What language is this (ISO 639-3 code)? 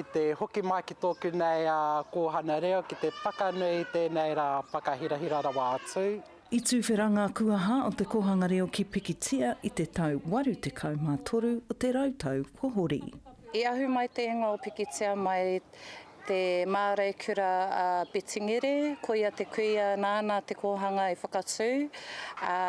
mri